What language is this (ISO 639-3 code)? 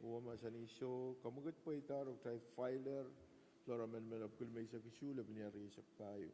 pon